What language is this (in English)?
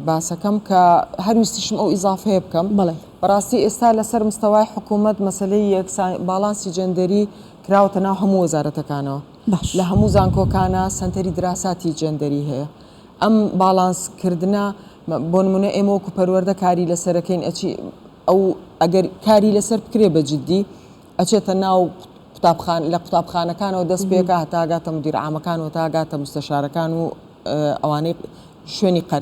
Central Kurdish